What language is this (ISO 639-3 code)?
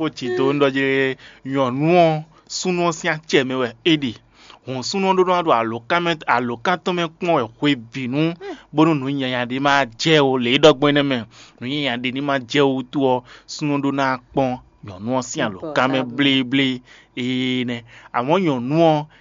fon